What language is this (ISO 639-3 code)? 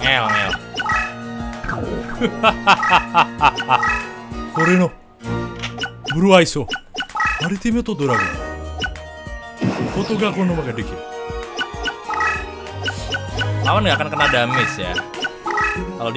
ind